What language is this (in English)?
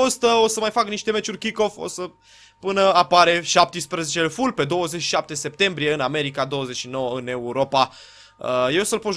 Romanian